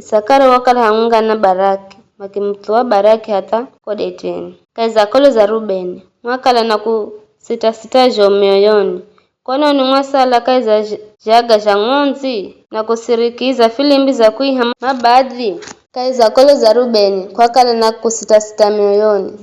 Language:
Giryama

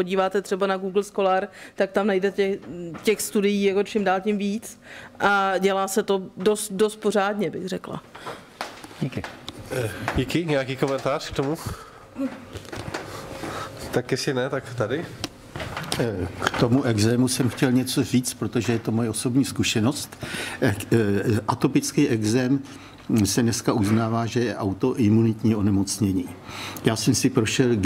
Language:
Czech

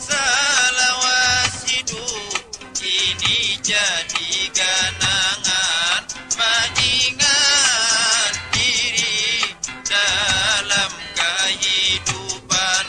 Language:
Banjar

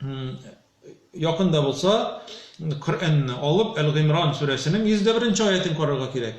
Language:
Tatar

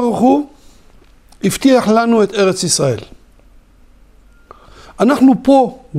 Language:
Hebrew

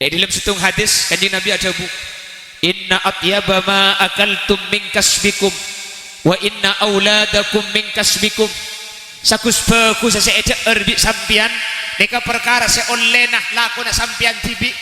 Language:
Madurese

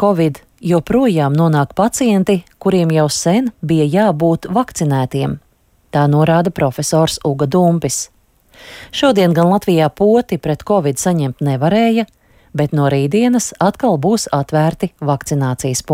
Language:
Latvian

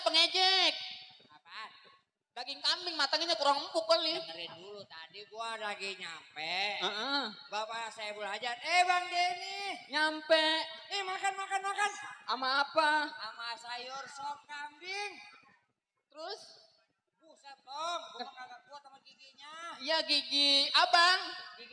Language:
Betawi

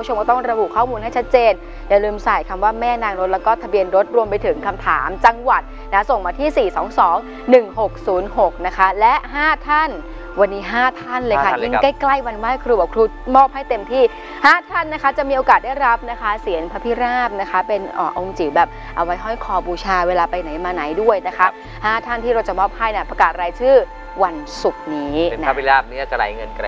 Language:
Thai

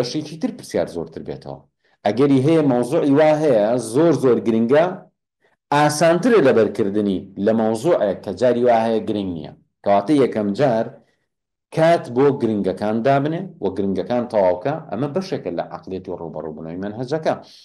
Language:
Central Kurdish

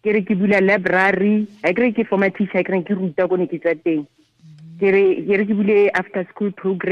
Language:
Tswana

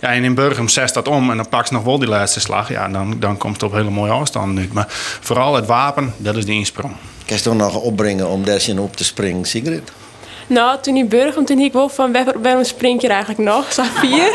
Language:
Western Frisian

